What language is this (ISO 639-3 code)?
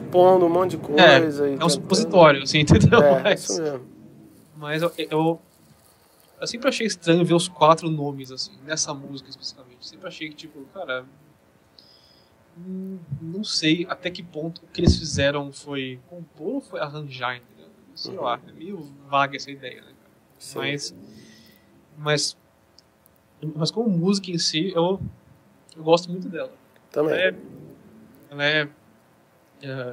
por